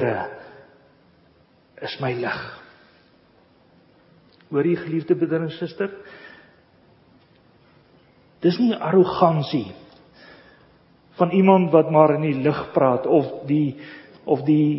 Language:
Afrikaans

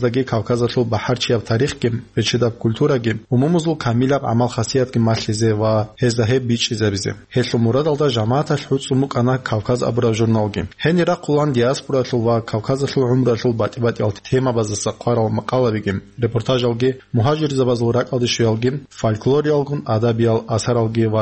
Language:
Avaric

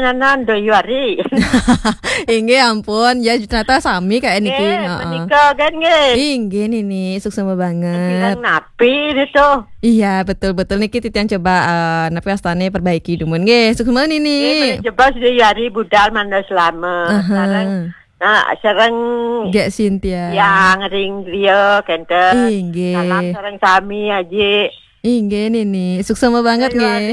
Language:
Balinese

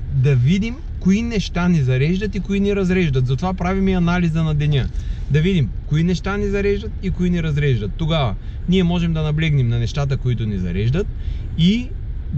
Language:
Bulgarian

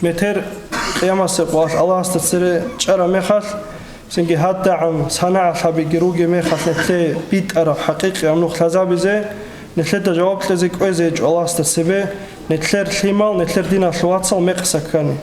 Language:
Avaric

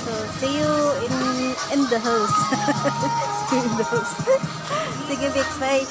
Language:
Cebuano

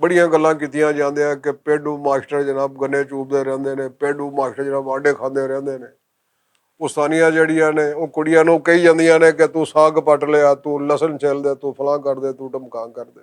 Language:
Western Panjabi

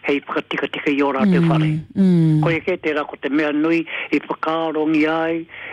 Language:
Māori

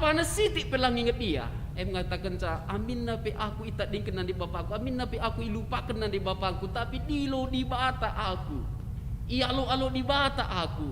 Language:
Batak Karo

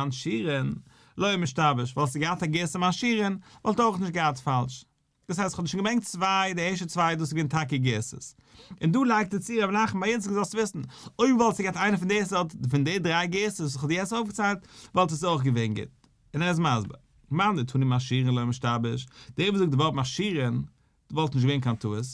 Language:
Yiddish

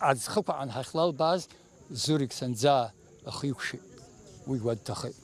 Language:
Abkhazian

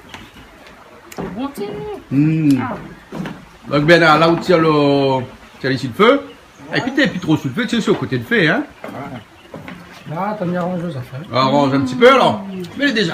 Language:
Réunion Creole French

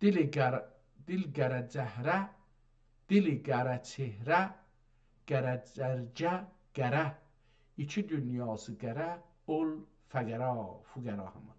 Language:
South Azerbaijani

